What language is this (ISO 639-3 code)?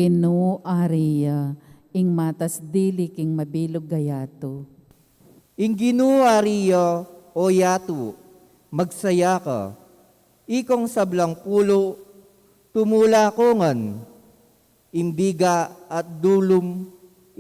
pam